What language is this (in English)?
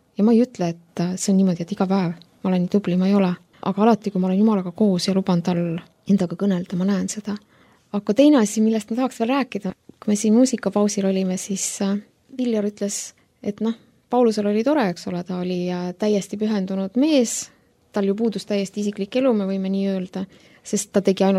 Estonian